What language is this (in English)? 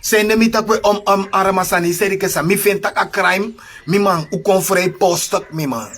Sranan Tongo